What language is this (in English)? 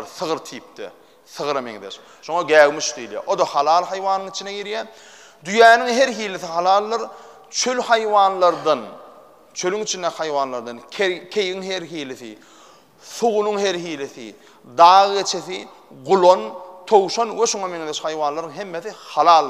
Turkmen